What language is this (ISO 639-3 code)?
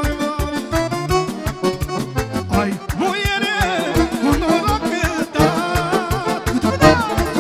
ron